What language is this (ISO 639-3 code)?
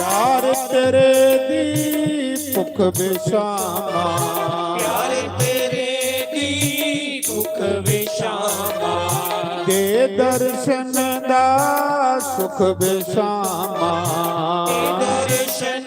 doi